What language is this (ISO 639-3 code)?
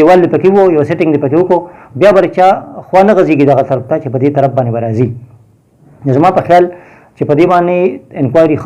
pus